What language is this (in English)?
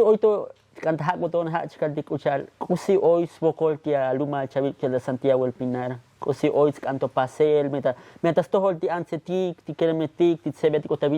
Tzotzil